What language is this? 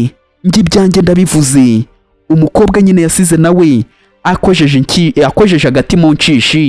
Kinyarwanda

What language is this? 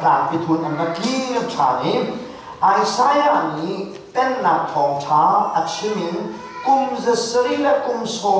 Hakha Chin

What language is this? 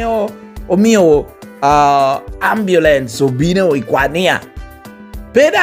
Lango (Uganda)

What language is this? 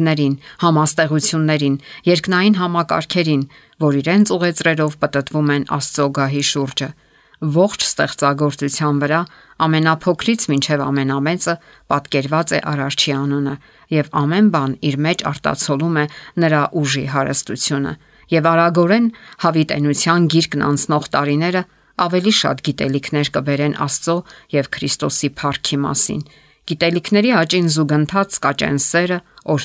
Armenian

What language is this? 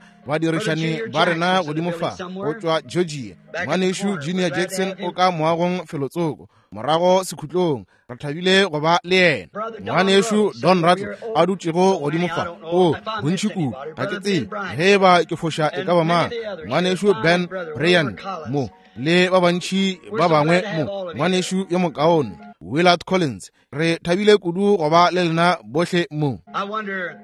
Northern Sotho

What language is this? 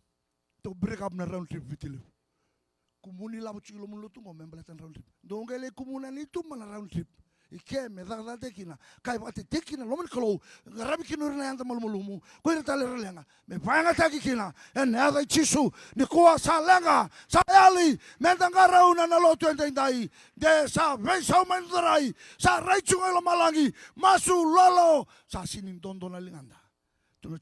Fijian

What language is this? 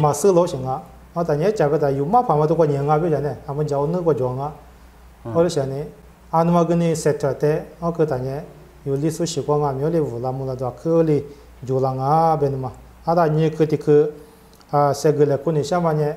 Lisu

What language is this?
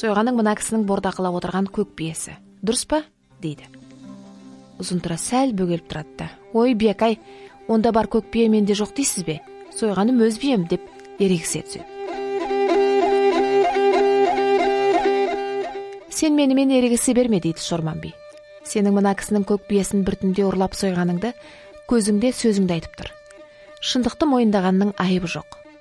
Kazakh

